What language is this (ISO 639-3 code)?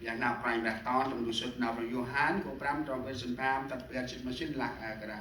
cmo